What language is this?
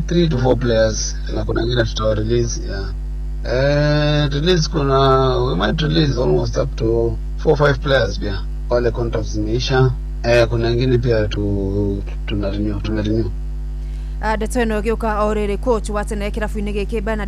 Kikuyu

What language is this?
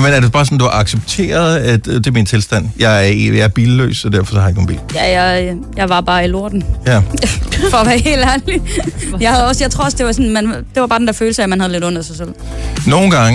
Danish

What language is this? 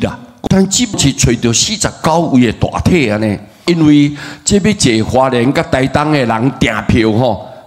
Min Nan Chinese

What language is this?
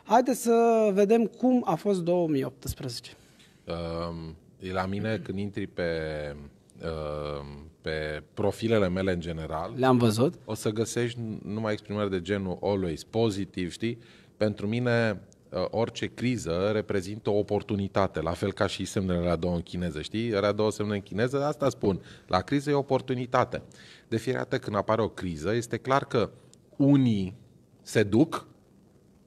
Romanian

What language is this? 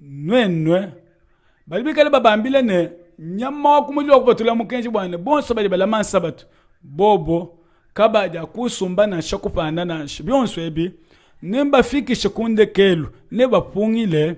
Luba-Lulua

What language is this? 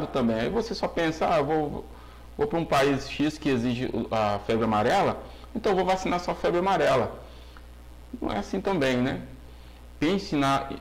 Portuguese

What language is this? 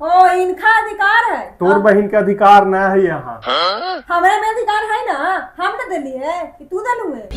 Magahi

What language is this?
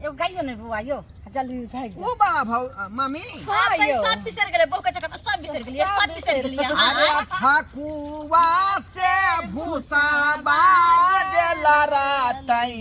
Maithili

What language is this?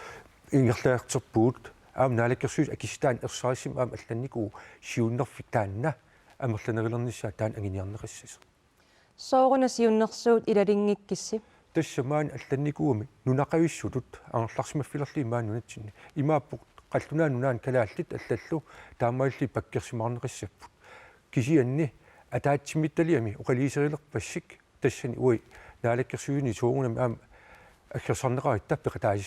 Kalaallisut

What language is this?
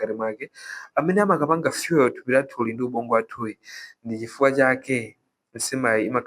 Nyanja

